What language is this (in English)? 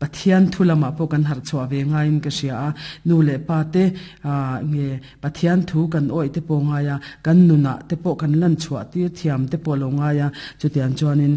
Mizo